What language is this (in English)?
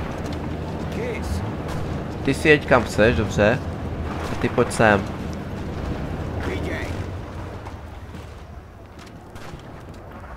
Czech